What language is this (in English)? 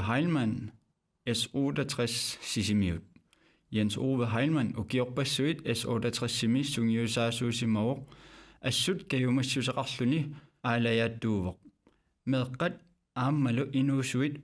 Kalaallisut